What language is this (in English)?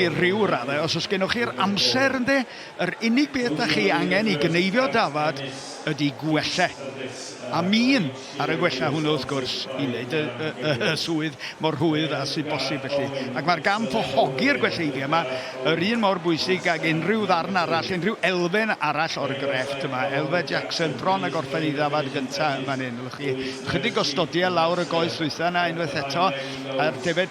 Welsh